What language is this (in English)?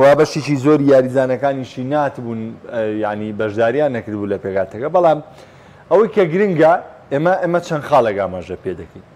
Central Kurdish